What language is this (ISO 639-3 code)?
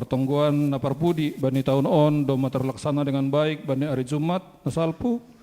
bts